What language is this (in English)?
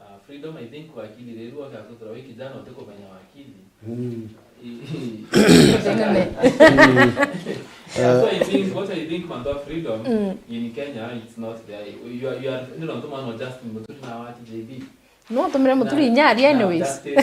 Meru